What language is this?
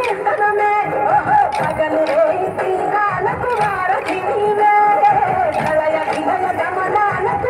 Telugu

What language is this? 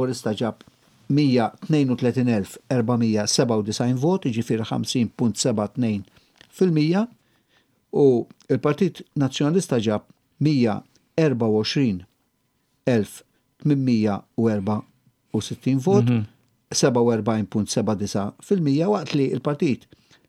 Maltese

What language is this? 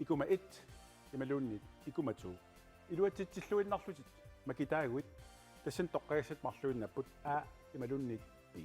Kalaallisut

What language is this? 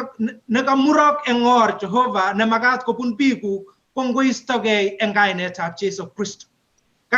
Kalenjin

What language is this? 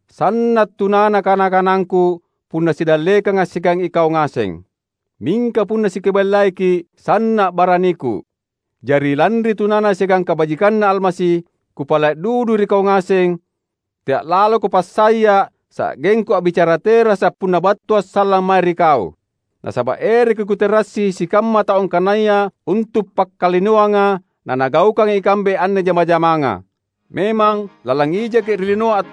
Makasar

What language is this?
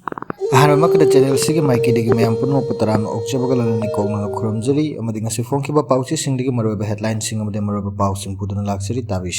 Manipuri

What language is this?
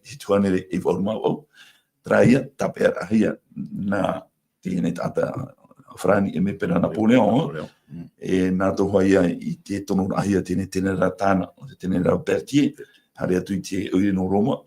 Tahitian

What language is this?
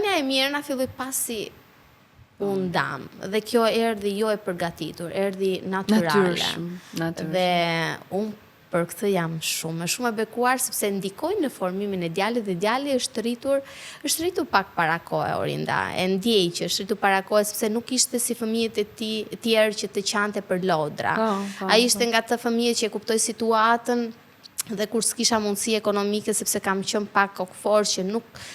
Albanian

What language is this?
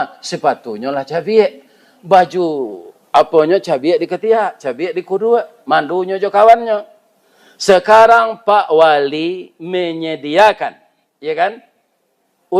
Minangkabau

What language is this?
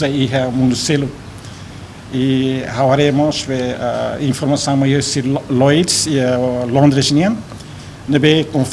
Tetum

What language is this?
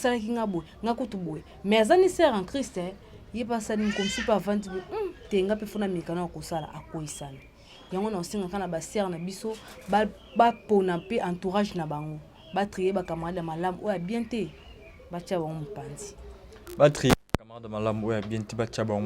Lingala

